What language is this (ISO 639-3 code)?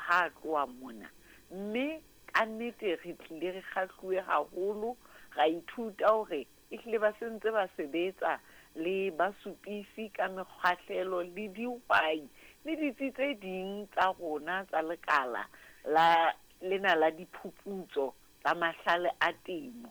sot